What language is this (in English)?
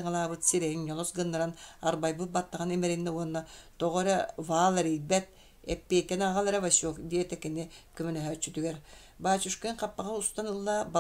Yakut